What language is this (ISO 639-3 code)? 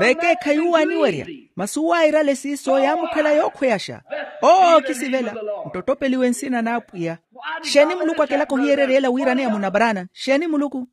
vmw